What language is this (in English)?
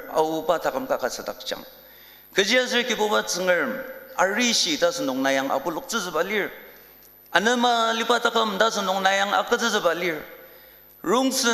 Ao Naga